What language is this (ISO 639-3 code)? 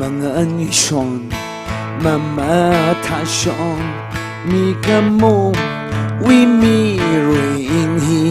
nmf